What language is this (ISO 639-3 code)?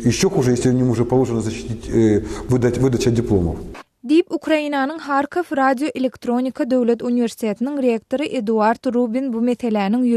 tuk